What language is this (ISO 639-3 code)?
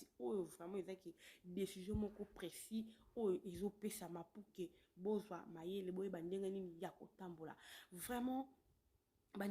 lin